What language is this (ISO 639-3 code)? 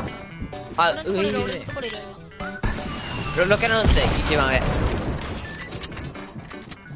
jpn